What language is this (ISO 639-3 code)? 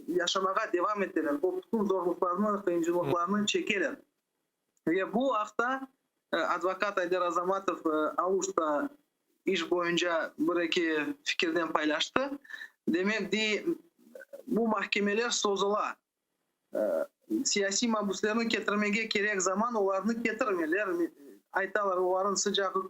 crh